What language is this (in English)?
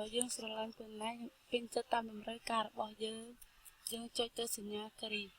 Khmer